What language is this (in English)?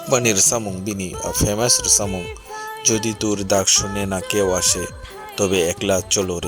Kok Borok